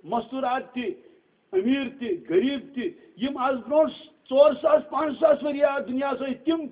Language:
Kashmiri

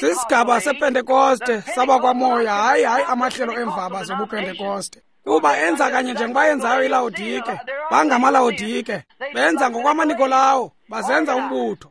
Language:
Xhosa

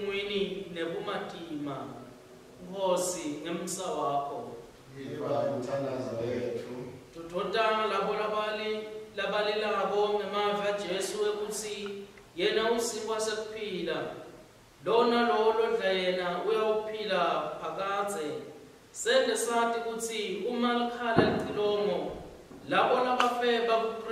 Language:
Swati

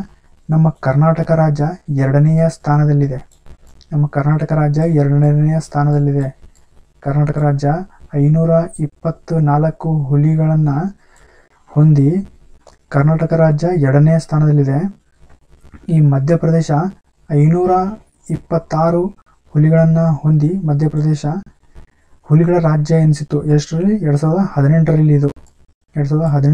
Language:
Kannada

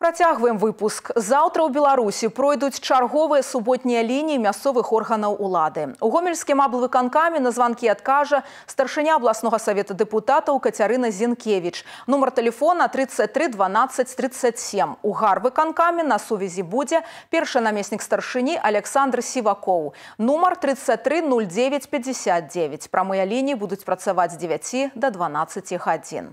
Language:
Belarusian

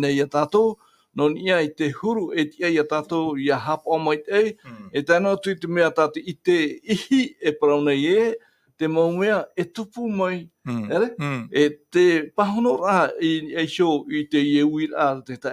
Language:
Tahitian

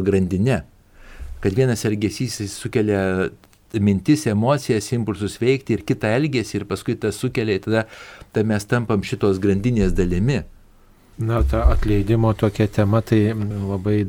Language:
Lithuanian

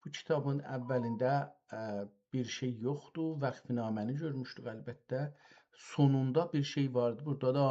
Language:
South Azerbaijani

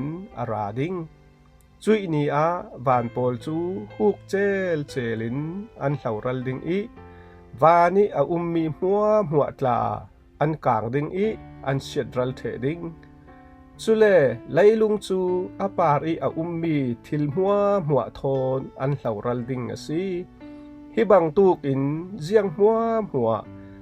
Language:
Falam Chin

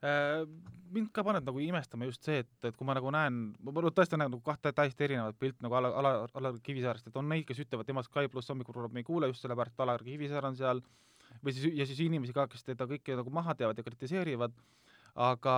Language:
Estonian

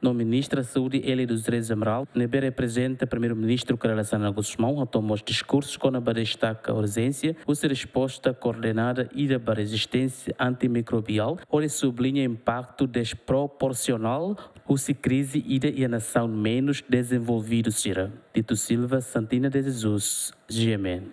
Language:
Tetum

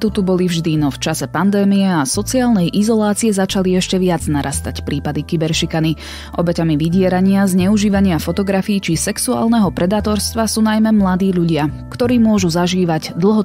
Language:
Slovak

